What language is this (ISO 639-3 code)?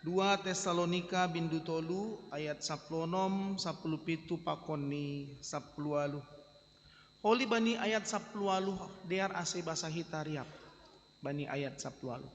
bts